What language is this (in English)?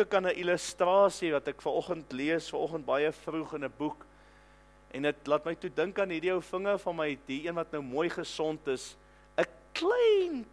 Afrikaans